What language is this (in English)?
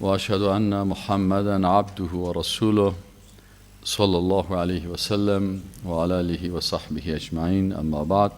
Persian